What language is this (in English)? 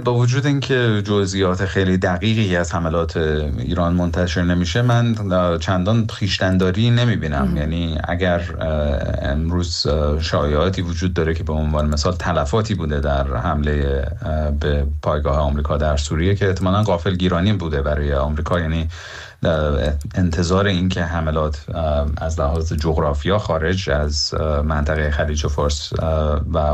Persian